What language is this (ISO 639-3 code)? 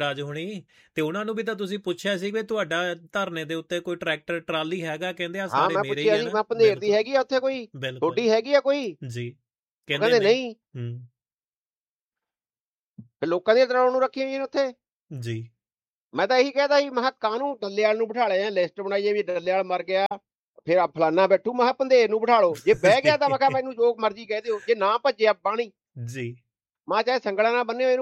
pan